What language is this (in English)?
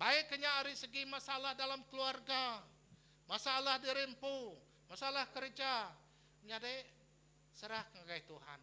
Iban